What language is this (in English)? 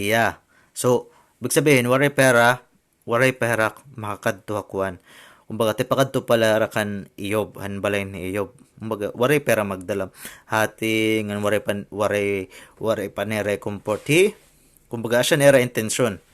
Waray